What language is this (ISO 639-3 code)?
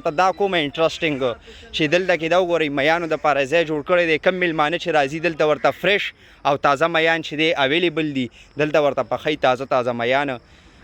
pus